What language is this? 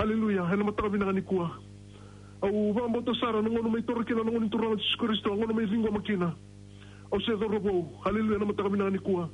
Fijian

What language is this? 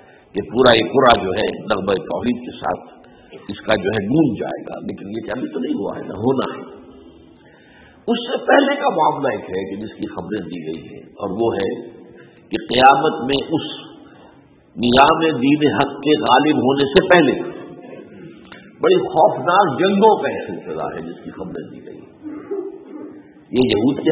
Urdu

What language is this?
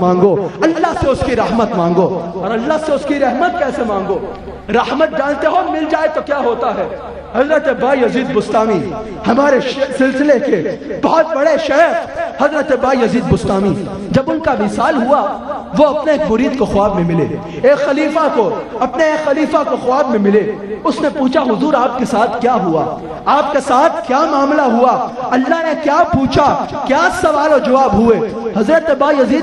Urdu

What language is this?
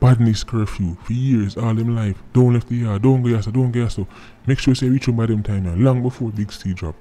Jamaican Creole English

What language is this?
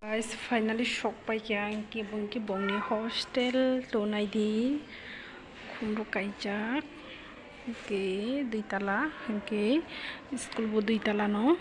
Kok Borok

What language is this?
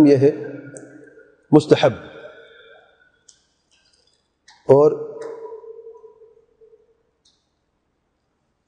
Urdu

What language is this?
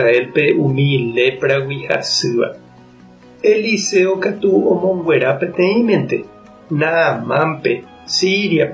Guarani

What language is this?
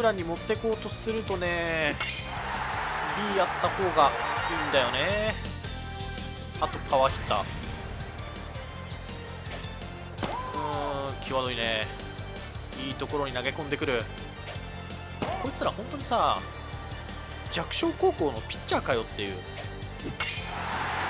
Japanese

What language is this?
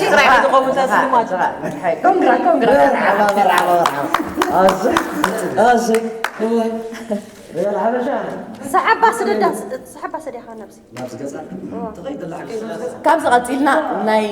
Tigrinya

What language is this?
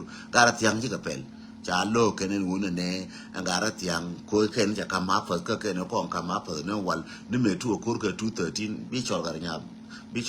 Nuer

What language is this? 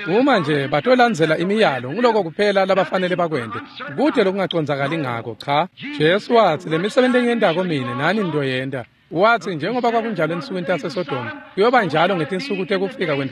Swati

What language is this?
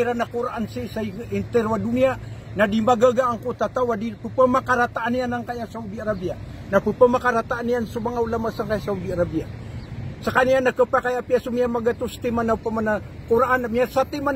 Maranao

